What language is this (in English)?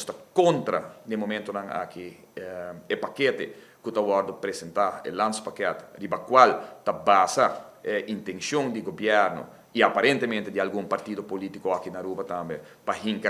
Papiamento